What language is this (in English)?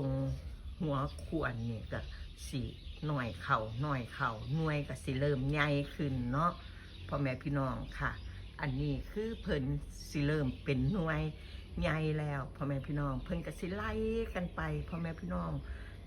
Northeastern Thai